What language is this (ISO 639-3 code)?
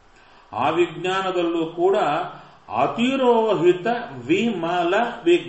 kan